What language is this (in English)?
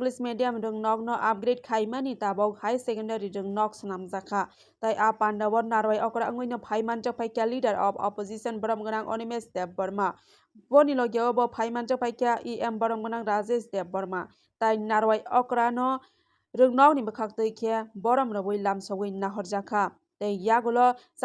Kok Borok